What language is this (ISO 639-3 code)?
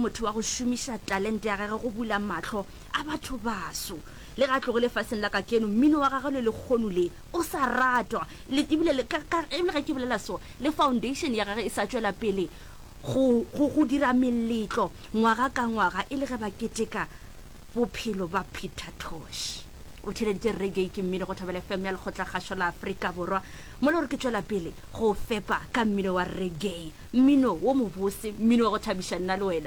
nso